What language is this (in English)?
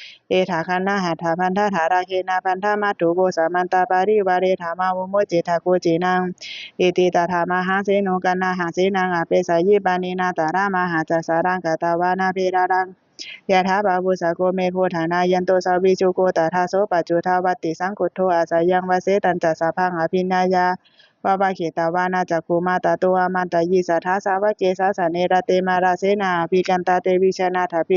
Pali